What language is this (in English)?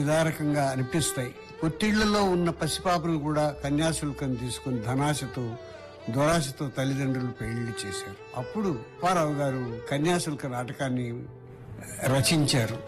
Telugu